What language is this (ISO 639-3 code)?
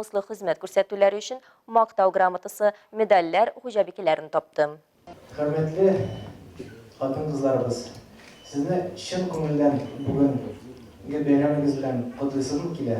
tat